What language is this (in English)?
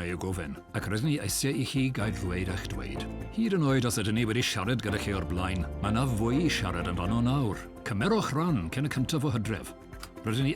Welsh